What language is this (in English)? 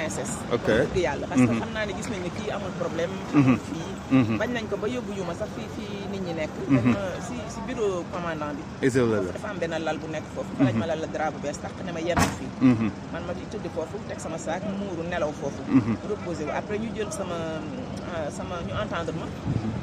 Wolof